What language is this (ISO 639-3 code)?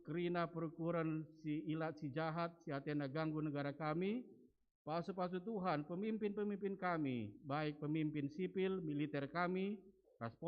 btx